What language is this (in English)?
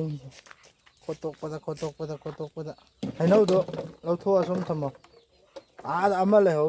Manipuri